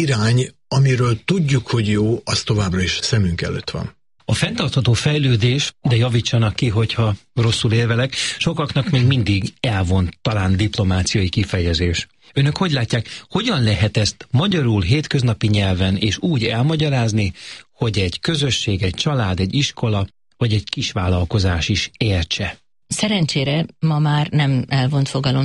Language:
Hungarian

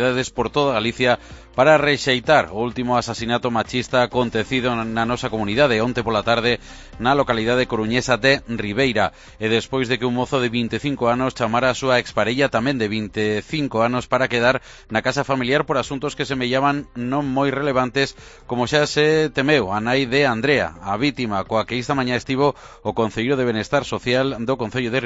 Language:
Galician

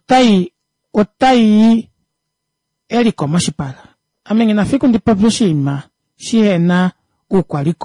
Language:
Kuanyama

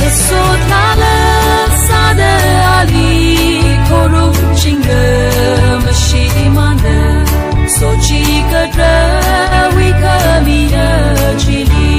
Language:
Tangkhul Naga (India)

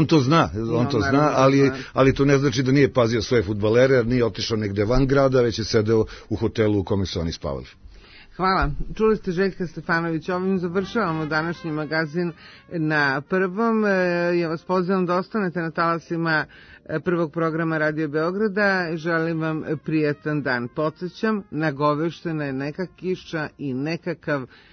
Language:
Serbian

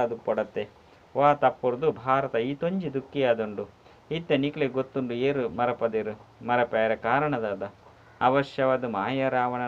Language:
Tulu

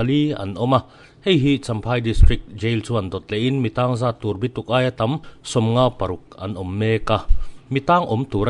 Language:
Mizo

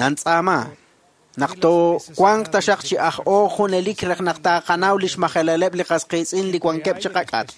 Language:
Kekchí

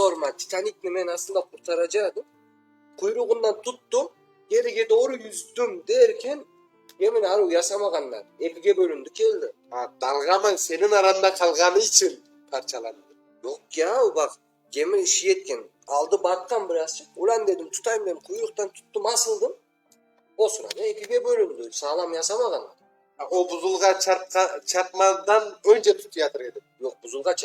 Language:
Crimean Tatar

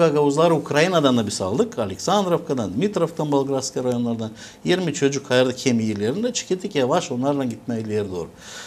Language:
Gagauz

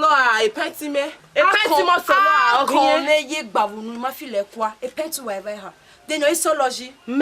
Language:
Bini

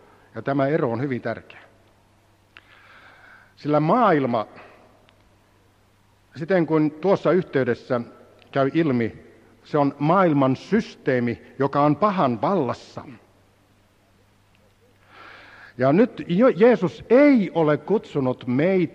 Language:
Finnish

